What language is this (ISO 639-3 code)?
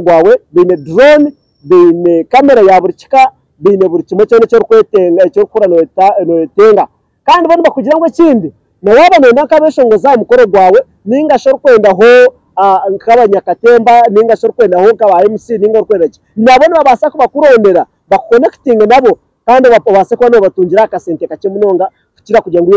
nyn